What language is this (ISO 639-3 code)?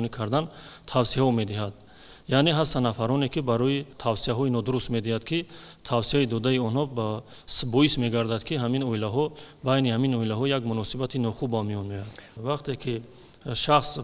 tgk